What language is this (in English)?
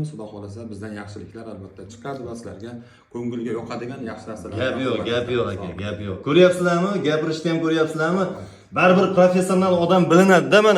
Uzbek